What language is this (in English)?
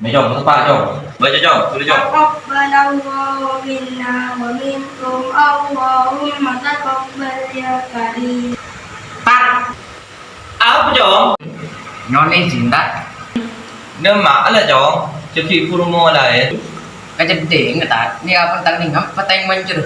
Madurese